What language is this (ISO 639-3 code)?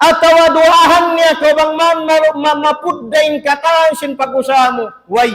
tsg